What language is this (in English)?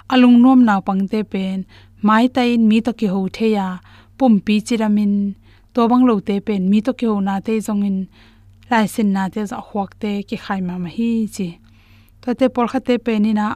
Tedim Chin